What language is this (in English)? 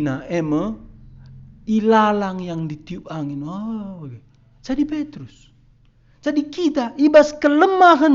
Batak Karo